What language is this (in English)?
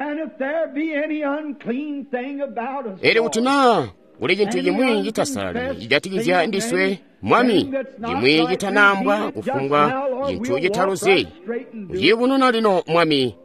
Tonga (Zambia)